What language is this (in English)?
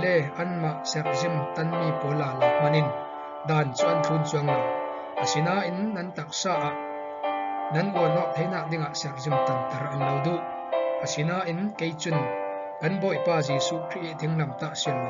Falam Chin